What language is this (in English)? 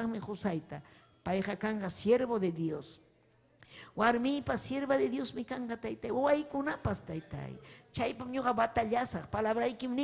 Ayacucho Quechua